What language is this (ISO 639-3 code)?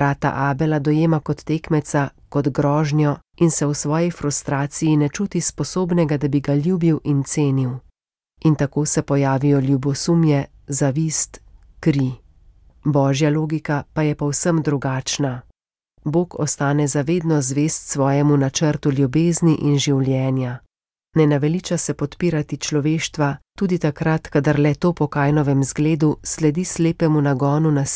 slv